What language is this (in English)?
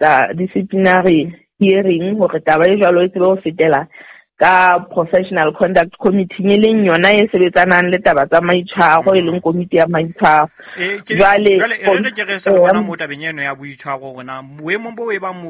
Southern Sotho